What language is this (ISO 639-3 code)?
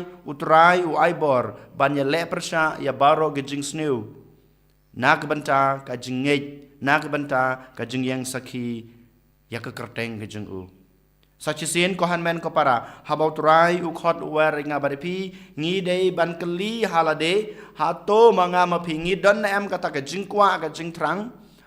kha